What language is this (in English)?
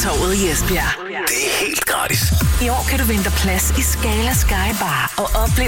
Danish